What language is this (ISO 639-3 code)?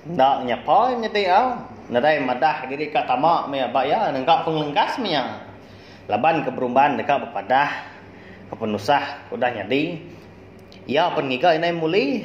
iba